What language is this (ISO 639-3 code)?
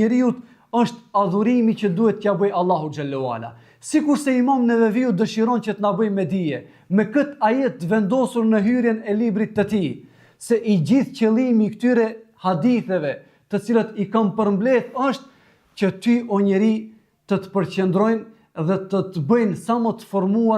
sqi